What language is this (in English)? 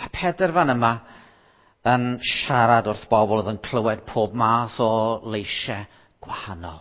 Welsh